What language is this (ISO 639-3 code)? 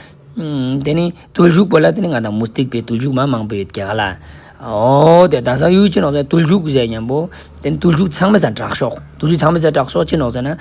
lbj